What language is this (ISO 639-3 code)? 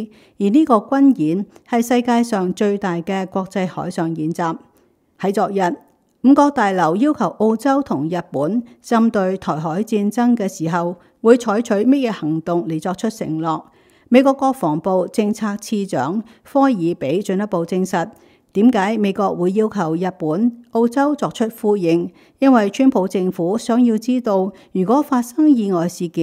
yue